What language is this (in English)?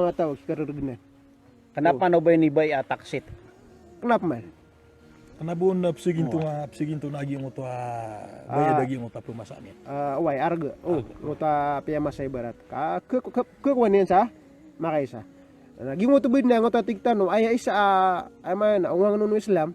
Maranao